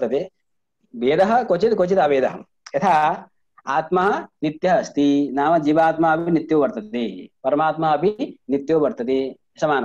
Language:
Sanskrit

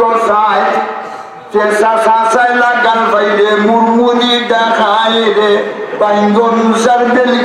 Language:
Sylheti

